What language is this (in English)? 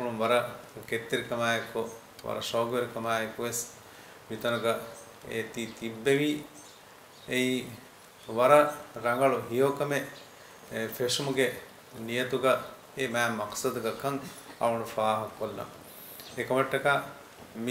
Divehi